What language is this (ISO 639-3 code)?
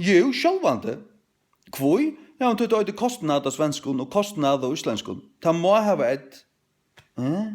fao